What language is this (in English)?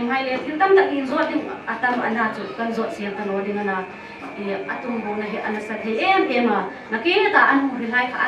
Hmar